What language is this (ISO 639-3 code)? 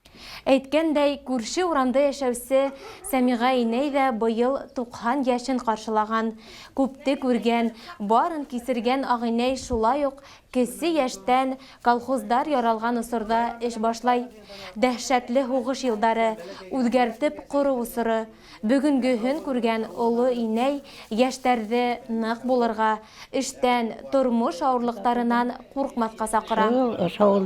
bak